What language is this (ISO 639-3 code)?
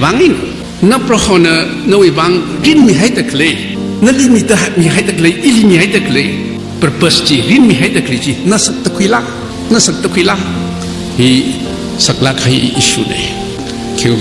nmf